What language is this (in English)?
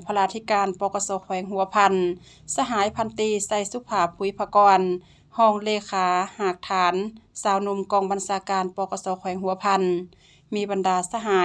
Lao